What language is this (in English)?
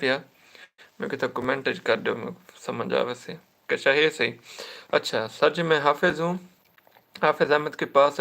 Saraiki